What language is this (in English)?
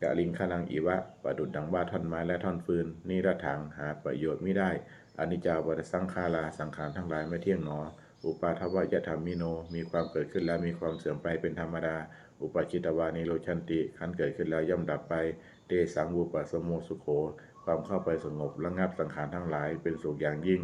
Pali